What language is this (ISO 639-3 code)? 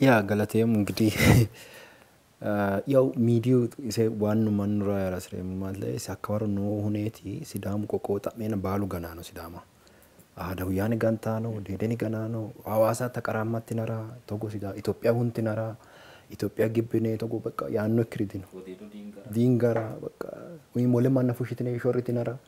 sid